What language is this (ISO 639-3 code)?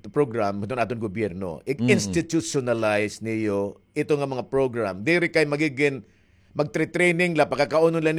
war